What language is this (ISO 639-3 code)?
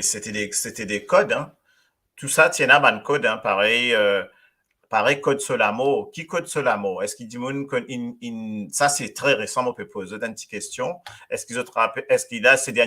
mfe